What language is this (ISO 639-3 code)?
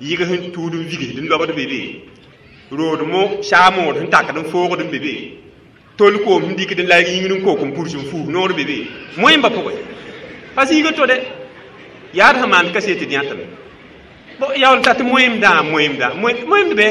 mos